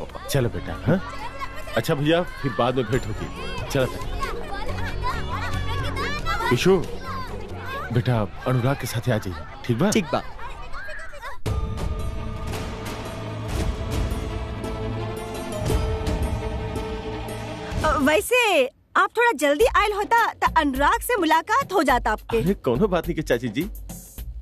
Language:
Bhojpuri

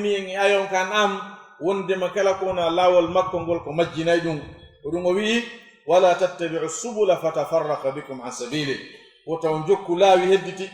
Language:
Fula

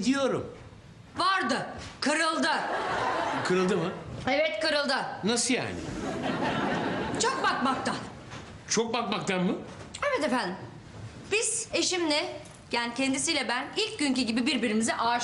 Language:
Turkish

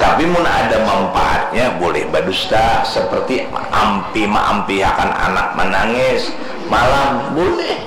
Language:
Banjar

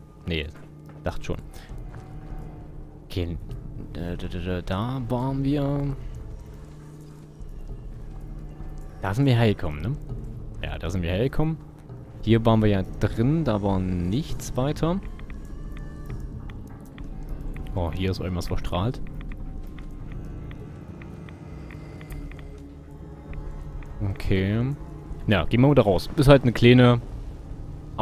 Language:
German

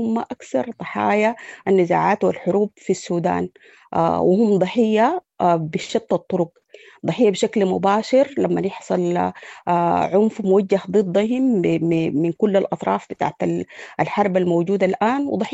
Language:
Sudanese Arabic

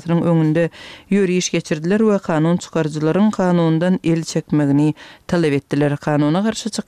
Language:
Kyrgyz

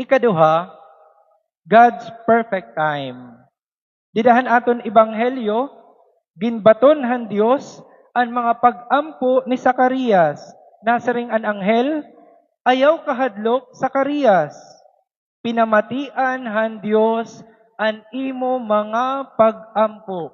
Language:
Waray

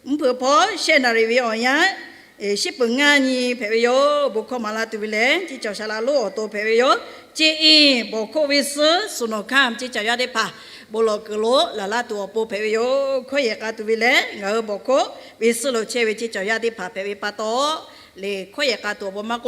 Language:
Lahu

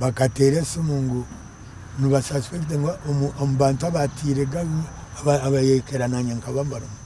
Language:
Nyankole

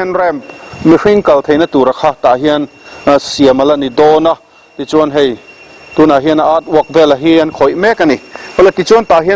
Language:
Mizo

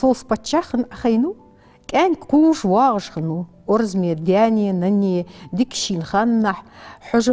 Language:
Ingush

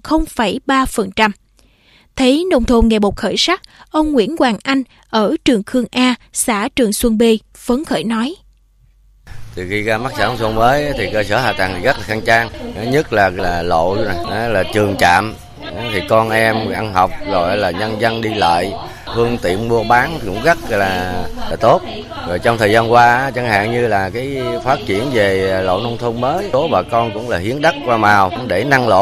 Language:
Vietnamese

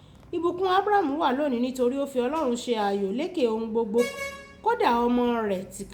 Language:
Yoruba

